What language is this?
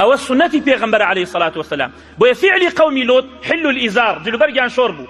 Central Kurdish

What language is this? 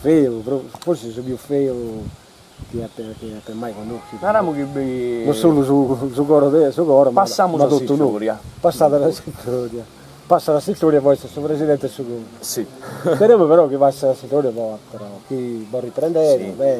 Sardinian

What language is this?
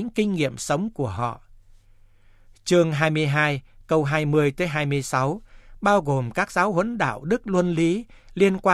Vietnamese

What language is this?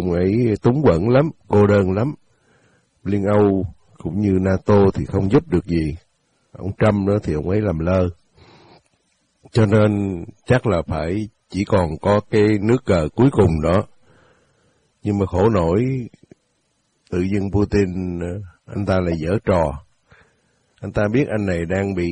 Vietnamese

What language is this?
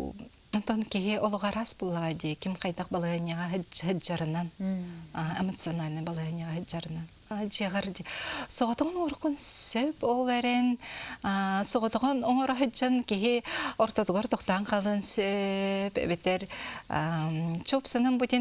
Yakut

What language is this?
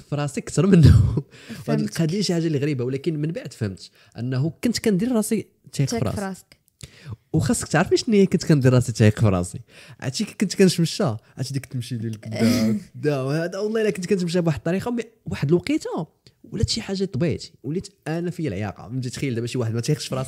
Moroccan Arabic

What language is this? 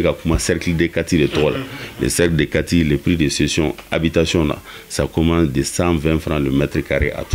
Bambara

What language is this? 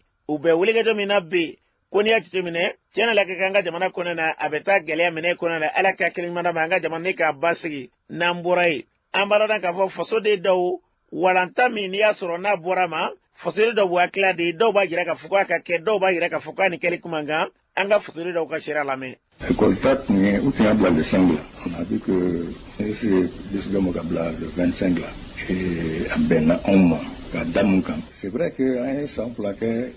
Bambara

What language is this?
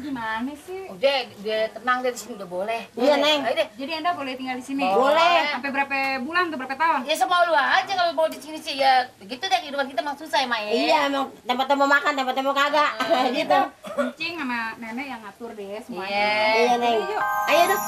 Betawi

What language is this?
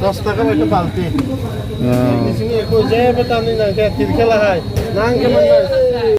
Kok Borok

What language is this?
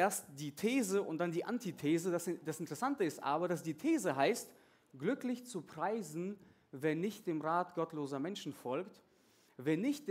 German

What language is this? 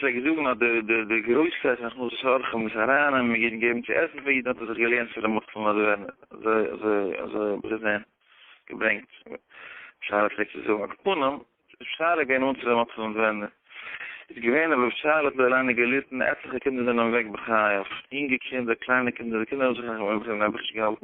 Yiddish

